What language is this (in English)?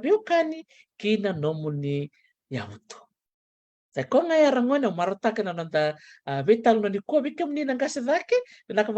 Fijian